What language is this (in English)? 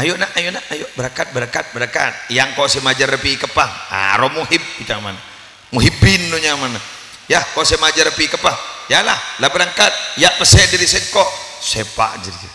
Madurese